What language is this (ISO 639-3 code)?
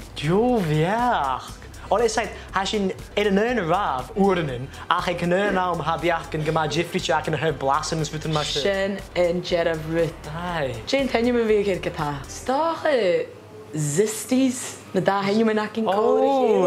gla